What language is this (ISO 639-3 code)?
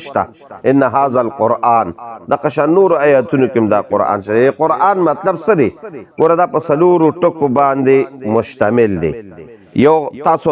pus